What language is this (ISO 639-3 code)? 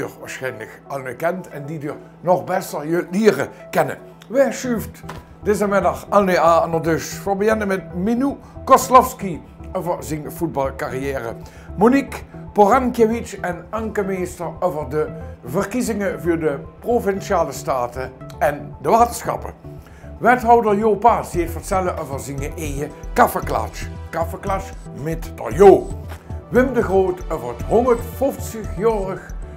lim